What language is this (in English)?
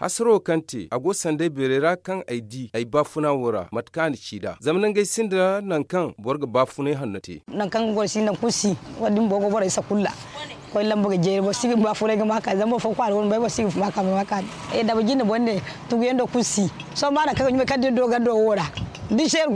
Zarma